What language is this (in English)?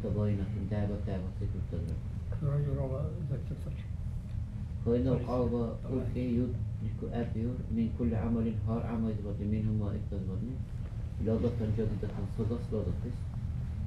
Dargwa